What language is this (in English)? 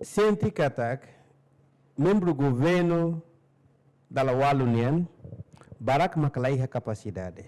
Tetum